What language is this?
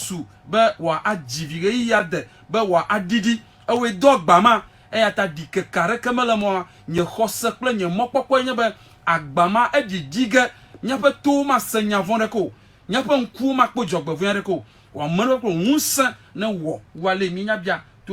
Ewe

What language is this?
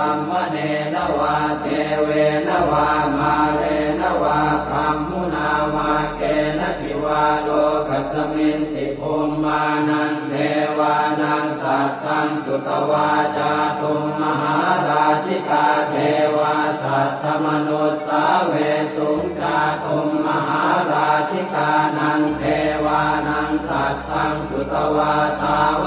Pali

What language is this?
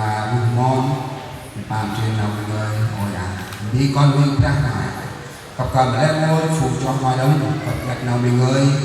Central Mnong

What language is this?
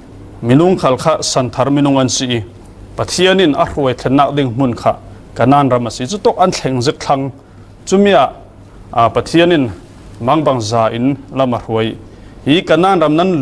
Falam Chin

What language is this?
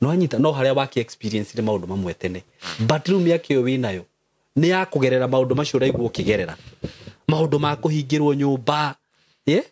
Kikuyu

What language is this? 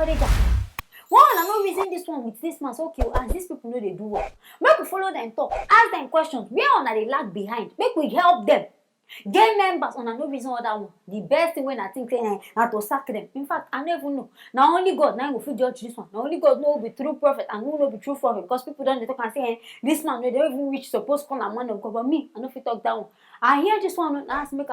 Nigerian Pidgin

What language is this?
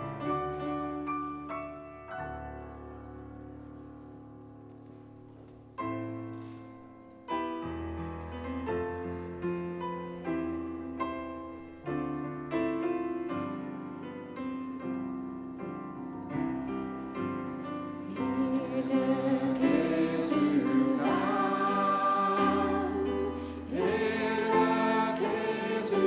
Dutch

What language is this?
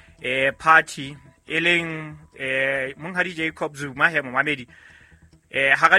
Southern Sotho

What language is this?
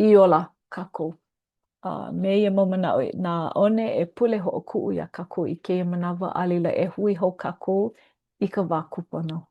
Hawaiian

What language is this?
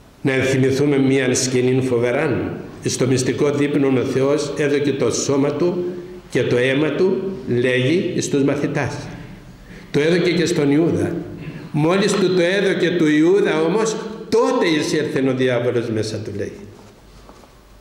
Greek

